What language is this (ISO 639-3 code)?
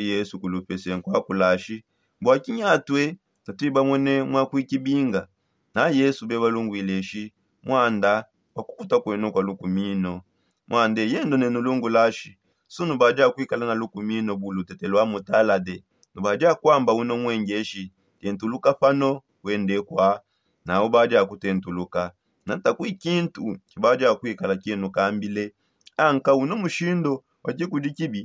sop